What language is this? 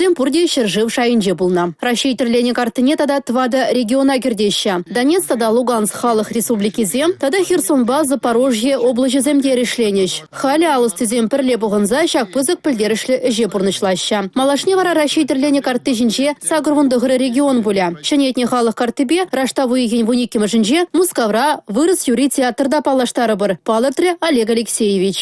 Chuvash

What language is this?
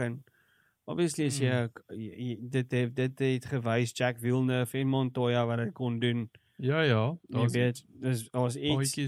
Afrikaans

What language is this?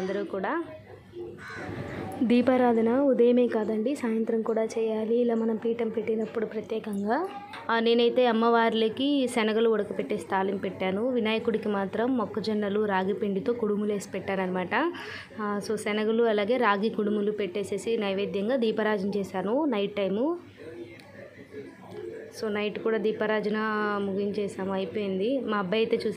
Telugu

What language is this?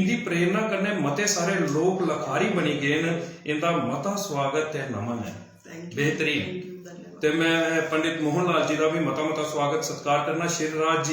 Dogri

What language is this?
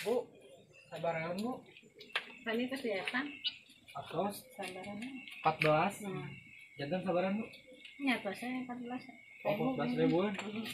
Sundanese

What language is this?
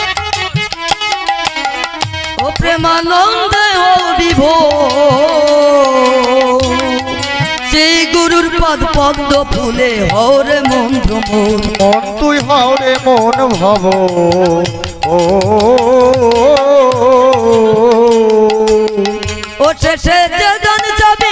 Bangla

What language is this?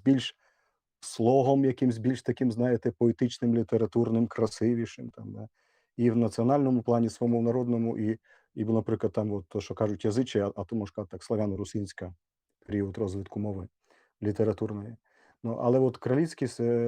Rusyn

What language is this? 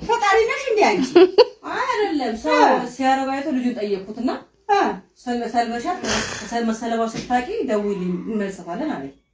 Amharic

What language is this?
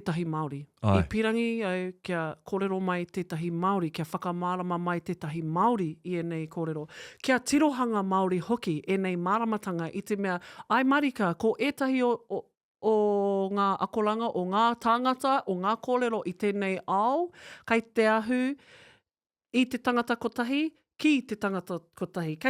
Māori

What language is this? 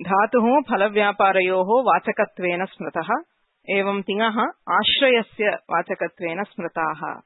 Sanskrit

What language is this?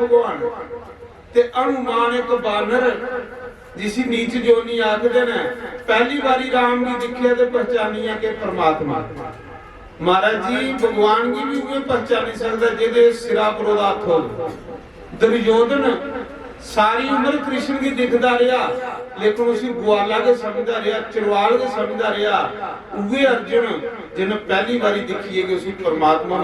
Dogri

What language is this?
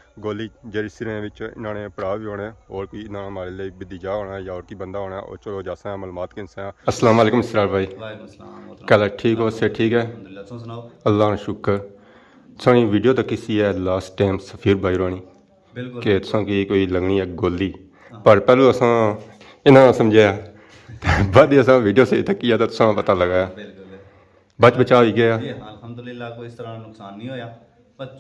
Pahari-Potwari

